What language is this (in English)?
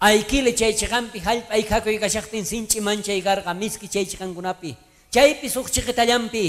South Bolivian Quechua